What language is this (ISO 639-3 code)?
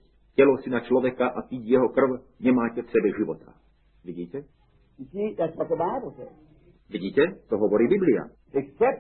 slk